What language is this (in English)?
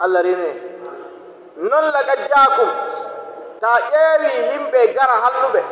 Nigerian Fulfulde